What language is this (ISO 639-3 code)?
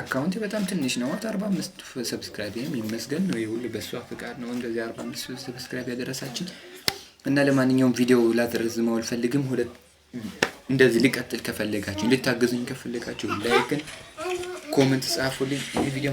amh